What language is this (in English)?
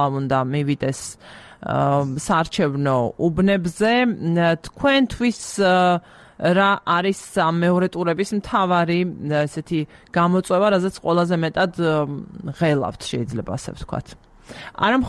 Georgian